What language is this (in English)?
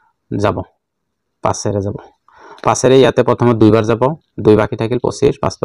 Assamese